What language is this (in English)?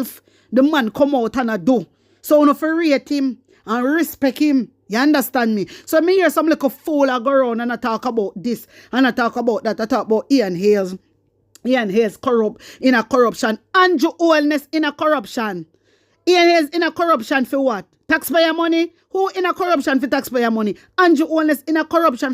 Jamaican Creole English